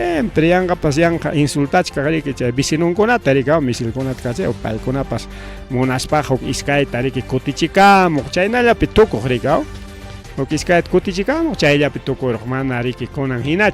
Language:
Ayacucho Quechua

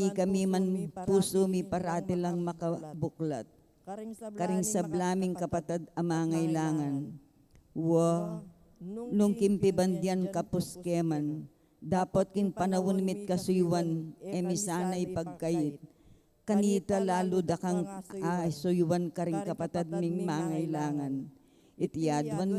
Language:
Pampanga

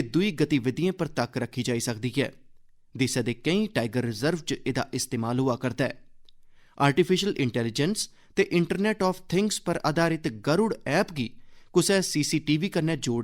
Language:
Dogri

